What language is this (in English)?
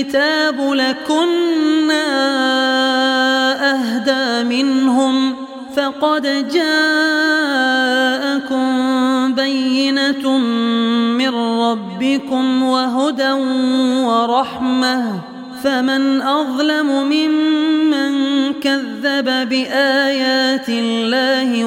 Arabic